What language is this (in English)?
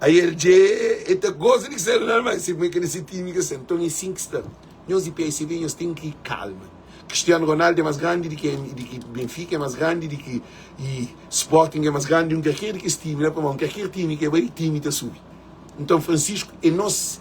Kabuverdianu